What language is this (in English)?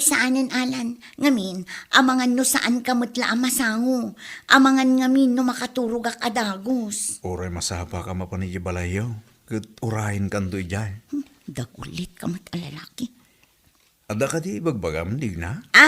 Iloko